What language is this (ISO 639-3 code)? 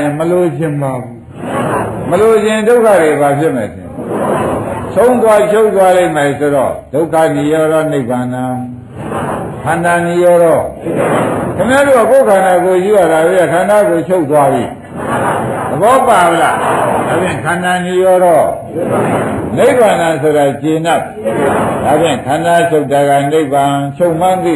mya